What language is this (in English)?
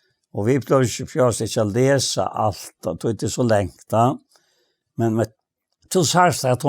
Faroese